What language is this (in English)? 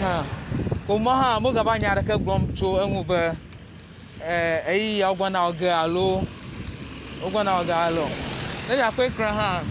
Ewe